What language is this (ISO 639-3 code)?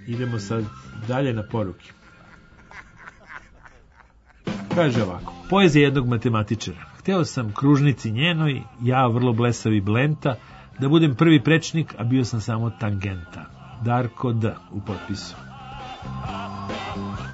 srp